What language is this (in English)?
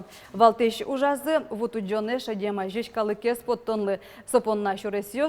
Udmurt